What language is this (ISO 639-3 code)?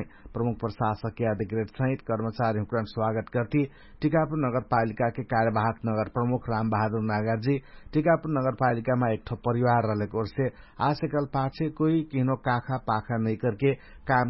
thl